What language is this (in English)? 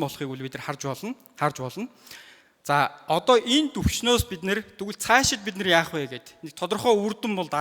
Mongolian